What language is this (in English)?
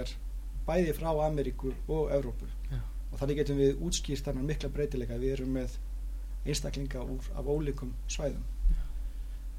Icelandic